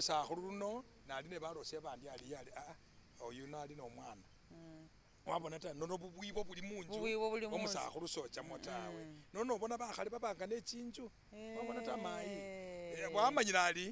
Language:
Masaaba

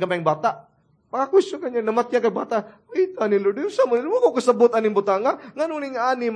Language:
Cebuano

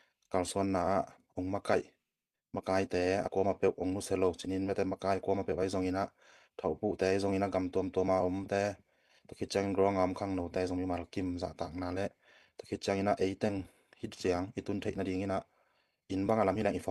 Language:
Tedim Chin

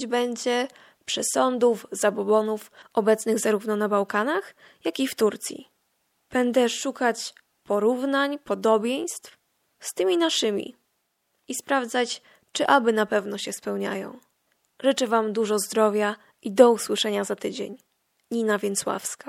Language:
Polish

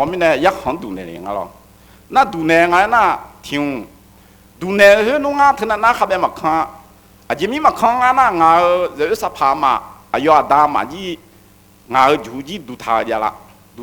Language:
Akha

